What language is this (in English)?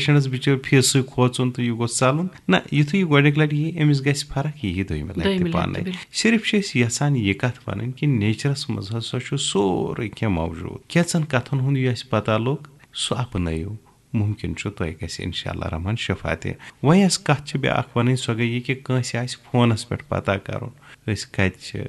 Kashmiri